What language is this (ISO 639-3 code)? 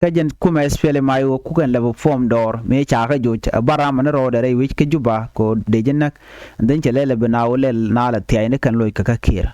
nus